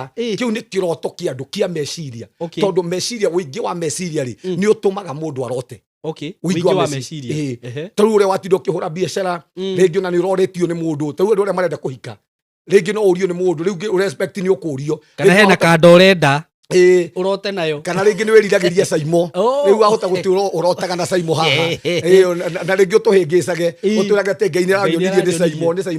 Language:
Kikuyu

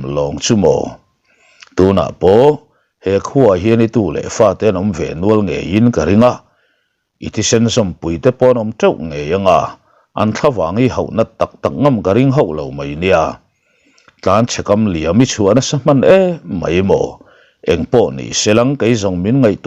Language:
Mizo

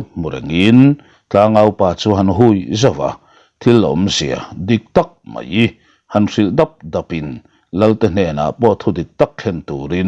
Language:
Mizo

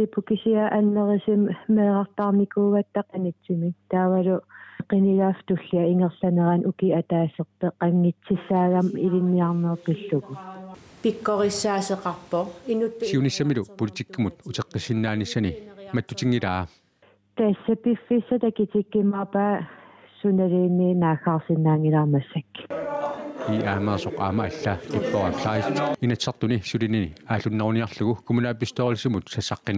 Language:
Kalaallisut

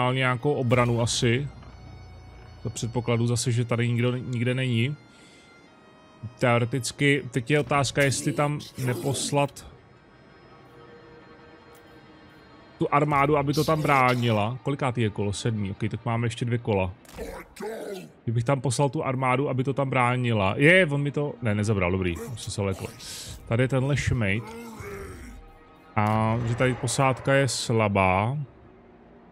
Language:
Czech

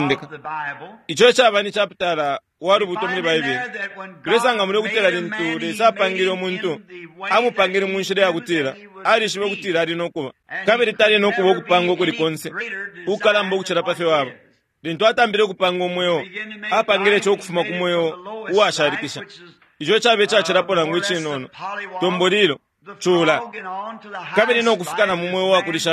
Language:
Bemba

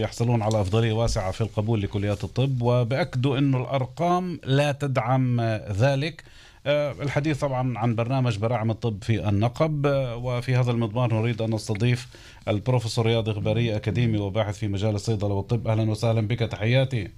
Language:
North Levantine Arabic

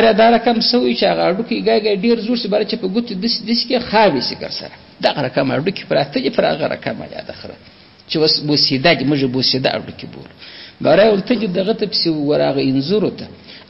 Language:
Pashto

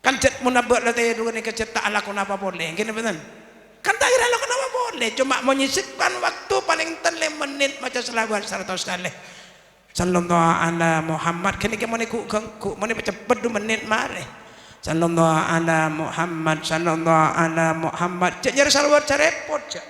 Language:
Madurese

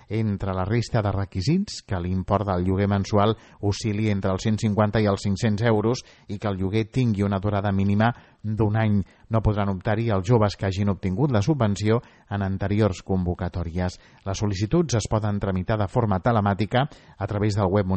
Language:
Catalan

